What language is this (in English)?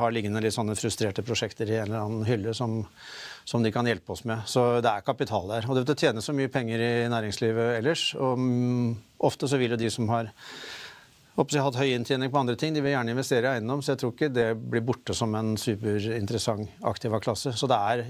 Norwegian